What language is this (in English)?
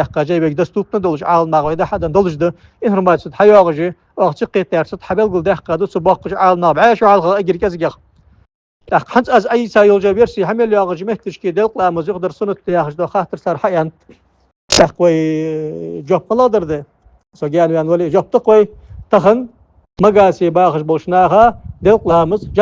Ingush